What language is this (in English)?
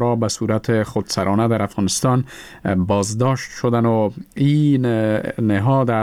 Persian